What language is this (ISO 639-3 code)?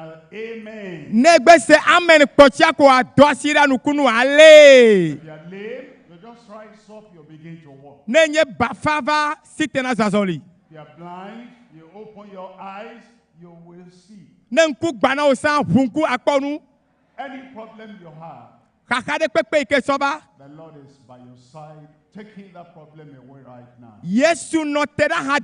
ewe